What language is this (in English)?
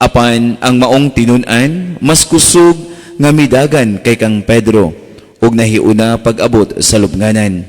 Cebuano